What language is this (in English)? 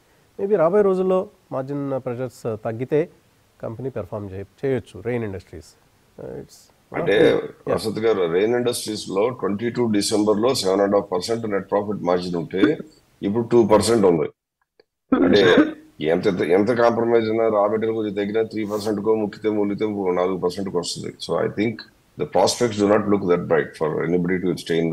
Telugu